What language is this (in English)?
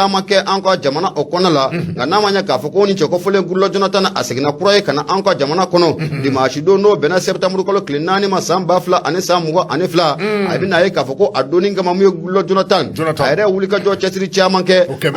Bambara